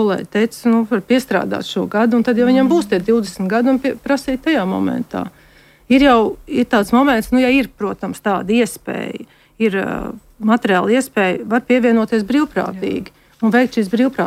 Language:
Latvian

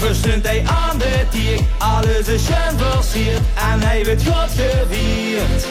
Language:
Limburgish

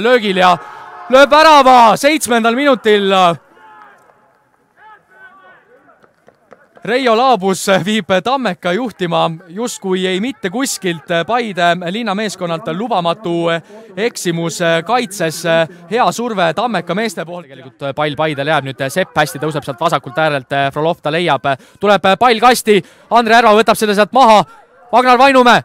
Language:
Estonian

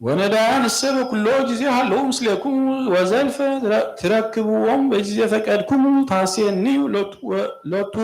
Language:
Geez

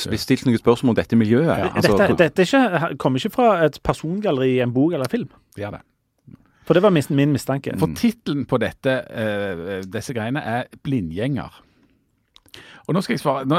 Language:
Norwegian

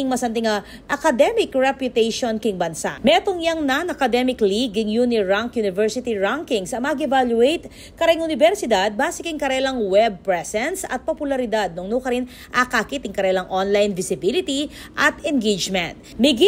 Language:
Pampanga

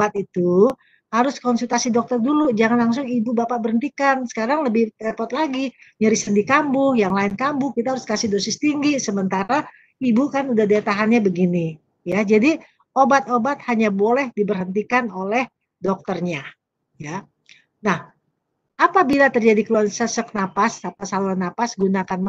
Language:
Indonesian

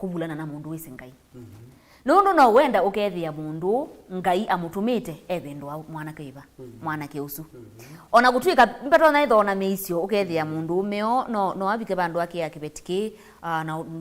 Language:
Kamba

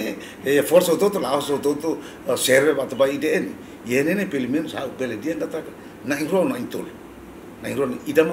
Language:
Tetum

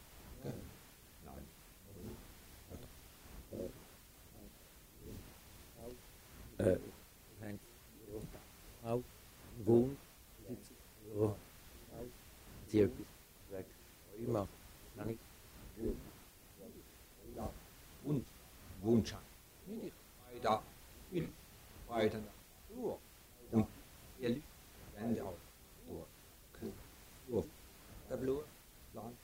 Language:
German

